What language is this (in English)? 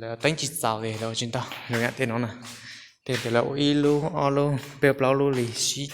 Hmong